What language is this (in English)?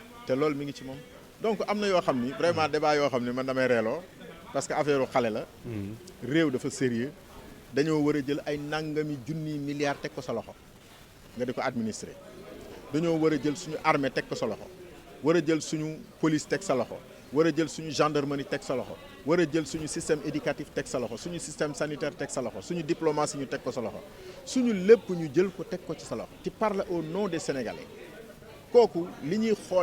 Wolof